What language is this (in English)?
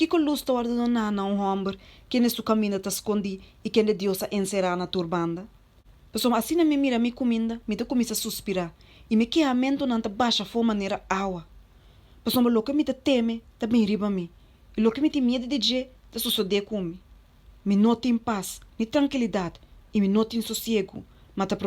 Papiamento